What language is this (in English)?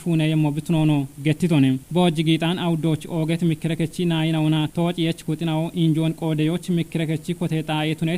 Kafa